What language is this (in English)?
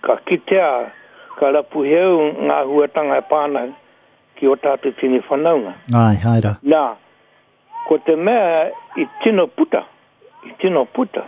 Māori